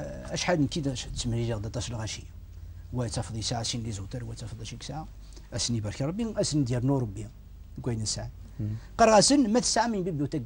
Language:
Kabyle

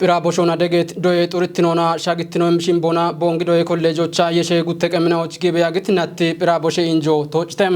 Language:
Kafa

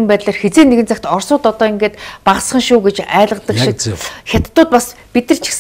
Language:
Mongolian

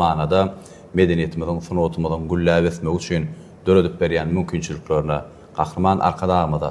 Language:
Turkmen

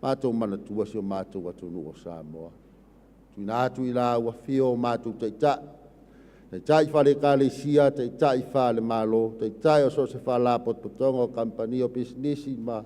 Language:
Samoan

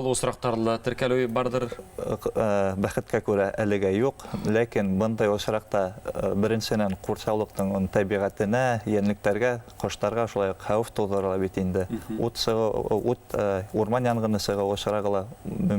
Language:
Bashkir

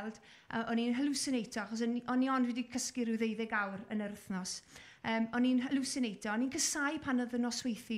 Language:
Welsh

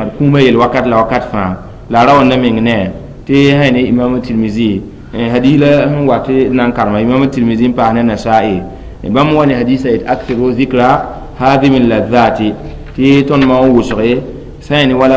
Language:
Mossi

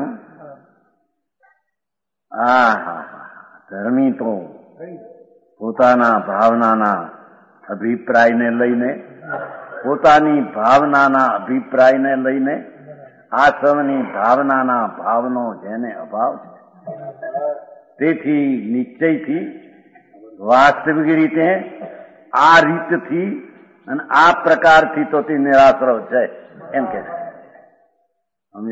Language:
Gujarati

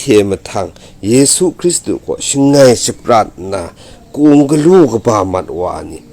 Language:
Kachin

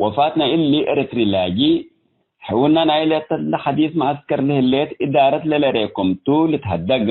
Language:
Tigre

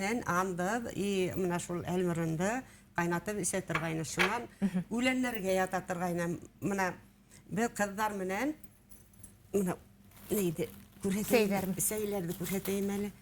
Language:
Bashkir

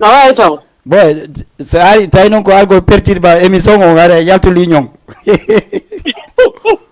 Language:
Fula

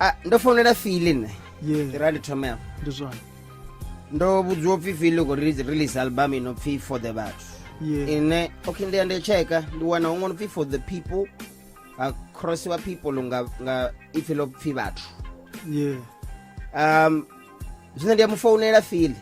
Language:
Venda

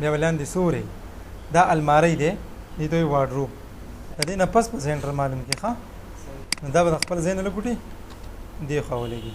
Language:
Pashto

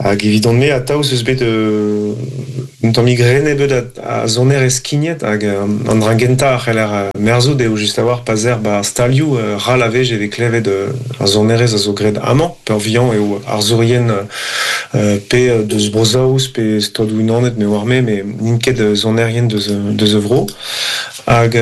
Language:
Breton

